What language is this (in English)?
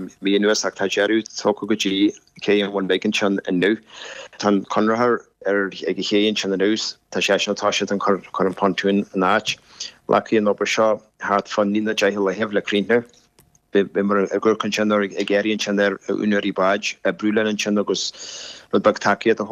Irish